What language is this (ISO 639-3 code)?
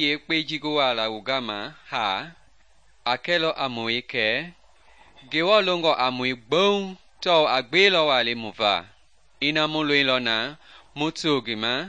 men